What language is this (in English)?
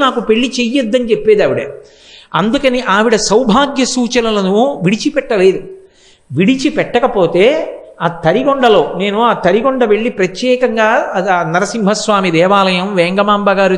Telugu